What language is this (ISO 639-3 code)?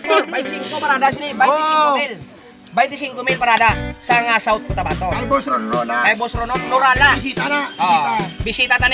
ceb